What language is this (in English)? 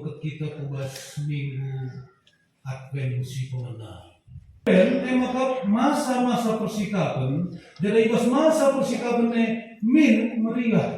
Batak Karo